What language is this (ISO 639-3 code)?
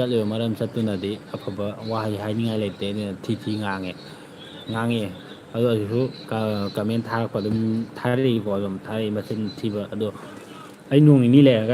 mni